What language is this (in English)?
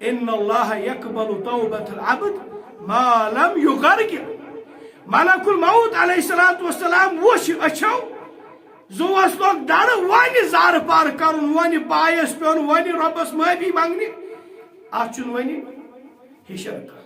Kashmiri